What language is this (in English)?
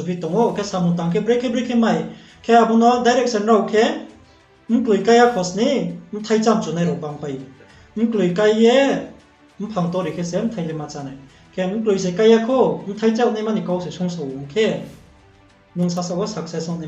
Riang (India)